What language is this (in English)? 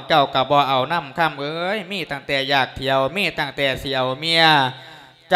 Lao